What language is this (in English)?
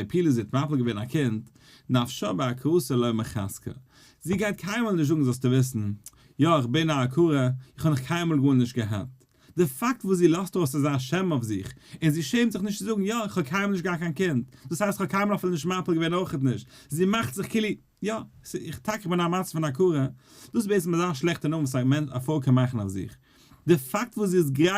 Yiddish